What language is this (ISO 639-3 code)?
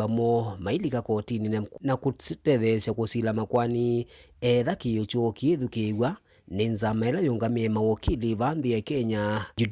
kam